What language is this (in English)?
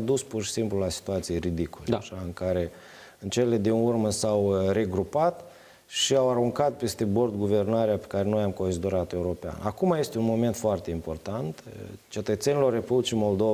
Romanian